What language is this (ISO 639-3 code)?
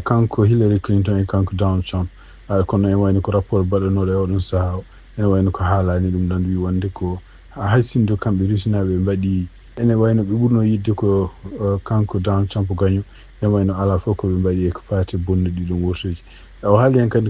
ful